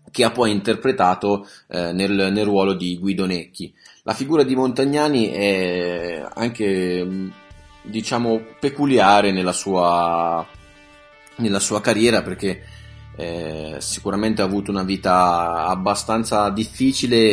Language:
Italian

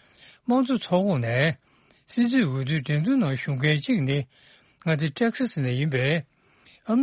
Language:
Tibetan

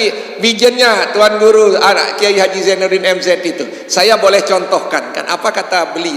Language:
Sasak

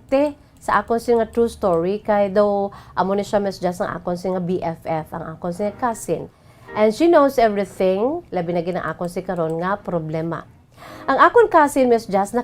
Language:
Hiligaynon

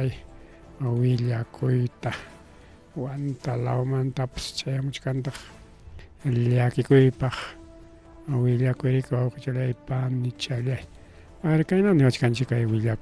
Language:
Ayacucho Quechua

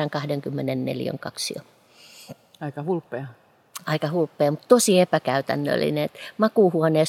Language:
Finnish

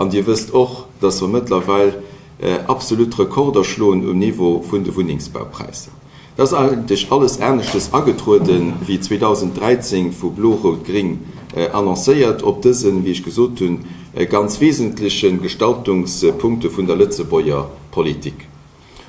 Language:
Luxembourgish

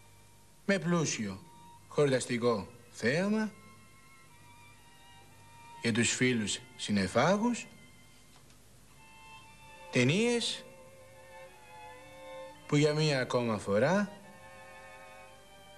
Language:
Greek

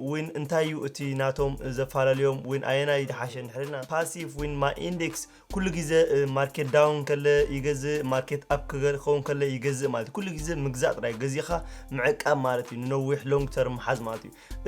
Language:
Tigrinya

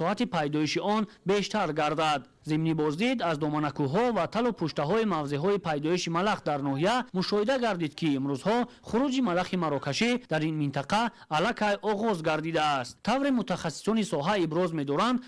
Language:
Tajik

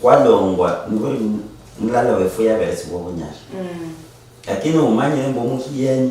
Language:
Luyia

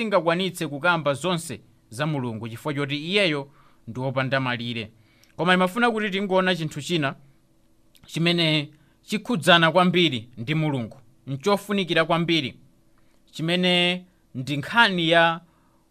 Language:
Nyanja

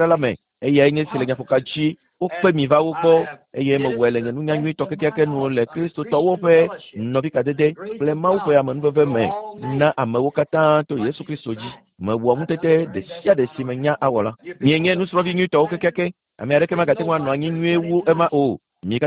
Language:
Ewe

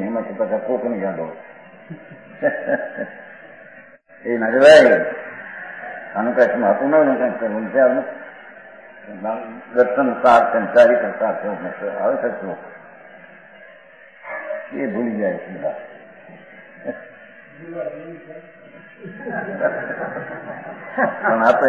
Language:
Gujarati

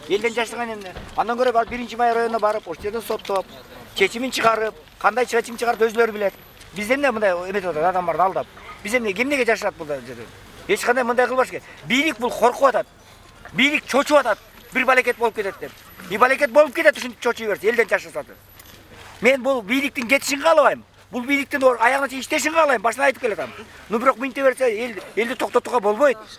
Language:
Kyrgyz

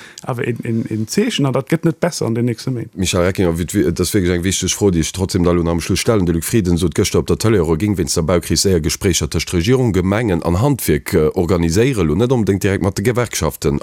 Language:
Luxembourgish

